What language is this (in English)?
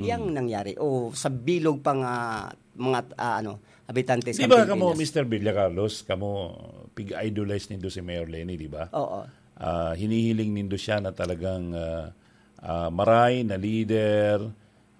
Bikol